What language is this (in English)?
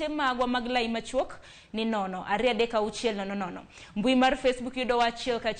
Luo (Kenya and Tanzania)